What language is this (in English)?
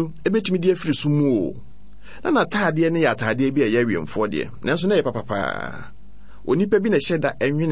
Akan